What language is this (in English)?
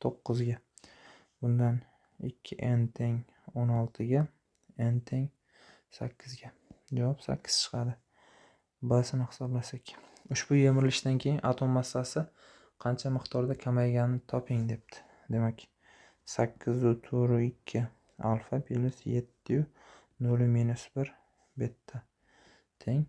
Uzbek